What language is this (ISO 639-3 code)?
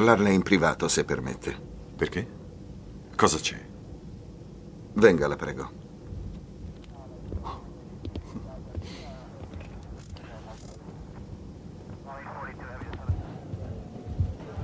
ita